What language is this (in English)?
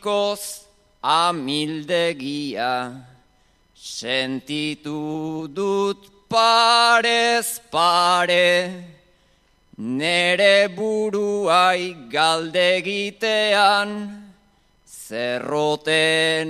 Basque